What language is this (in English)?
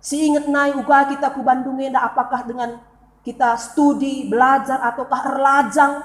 Batak Karo